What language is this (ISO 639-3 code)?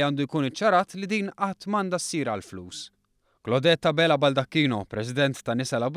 mlt